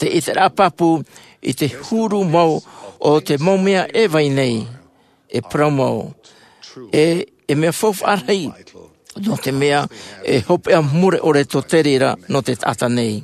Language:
Tahitian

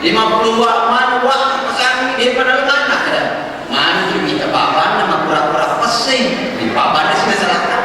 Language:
Buginese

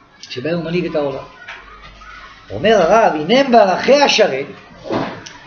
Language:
Hebrew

